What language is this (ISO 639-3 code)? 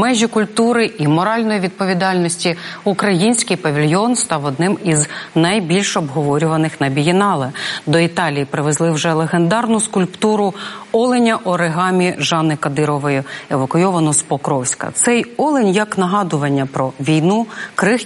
ukr